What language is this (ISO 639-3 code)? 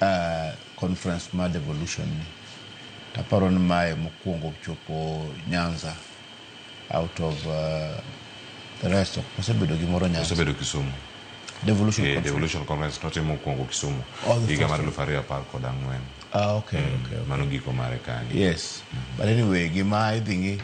luo